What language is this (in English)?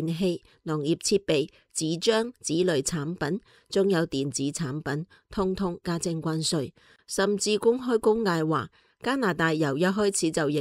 Cantonese